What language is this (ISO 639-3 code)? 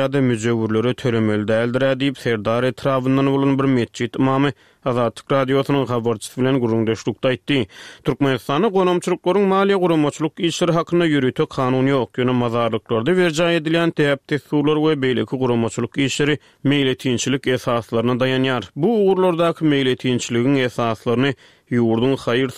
tuk